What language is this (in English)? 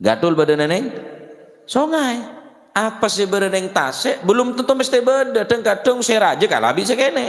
Madurese